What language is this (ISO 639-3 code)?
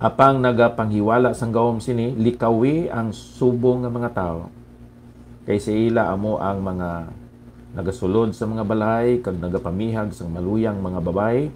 hil